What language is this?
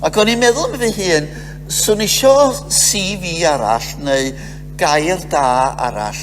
Welsh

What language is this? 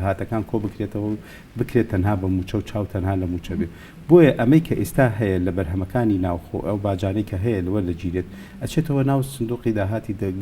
Central Kurdish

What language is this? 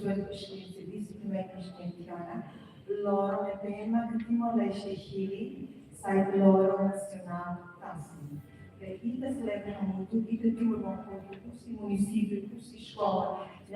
Tetum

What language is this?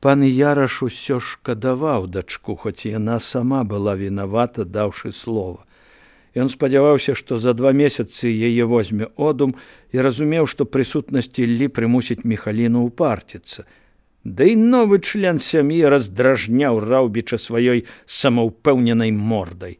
Belarusian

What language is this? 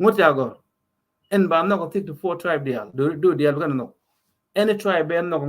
Nuer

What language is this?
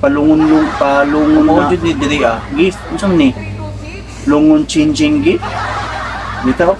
Cebuano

